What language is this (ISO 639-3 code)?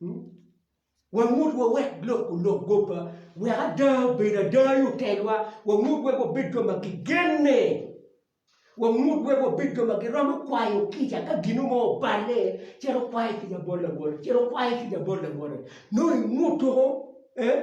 ach